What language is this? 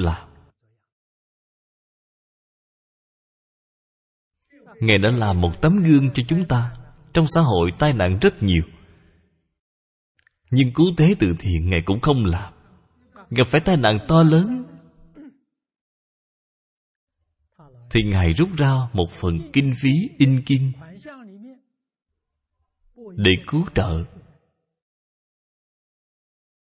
Vietnamese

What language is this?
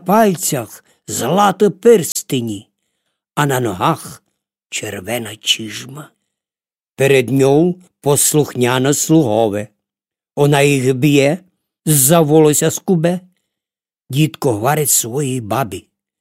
Rusyn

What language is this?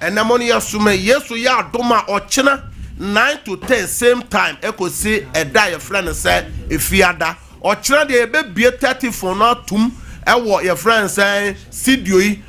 Akan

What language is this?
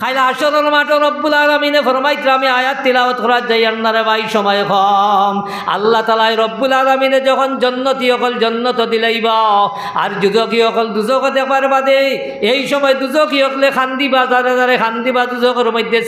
Sylheti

